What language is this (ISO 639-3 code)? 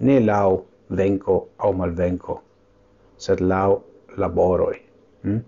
epo